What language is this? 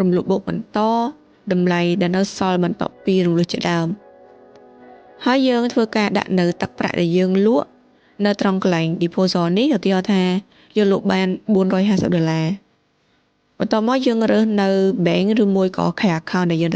Khmer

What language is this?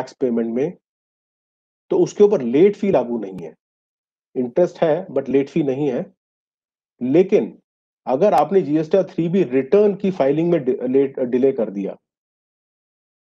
Hindi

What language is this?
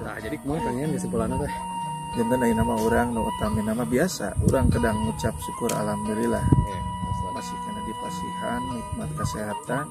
Sundanese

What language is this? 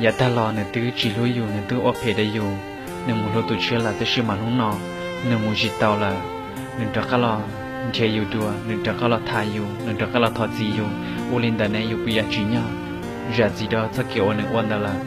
Hmong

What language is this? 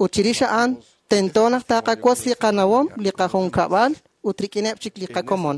Kekchí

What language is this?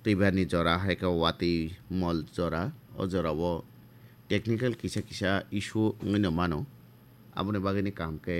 Kok Borok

